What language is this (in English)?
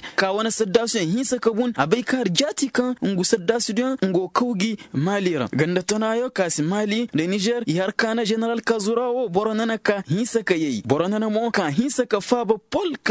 Koyraboro Senni